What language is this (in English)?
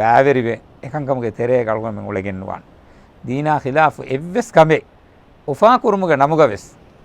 Divehi